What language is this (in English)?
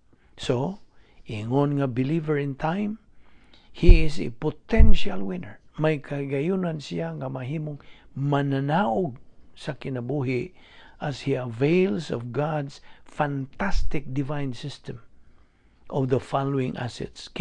Cebuano